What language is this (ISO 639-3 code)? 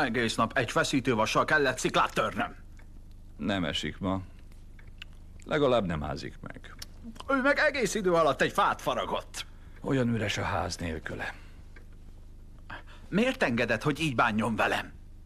hun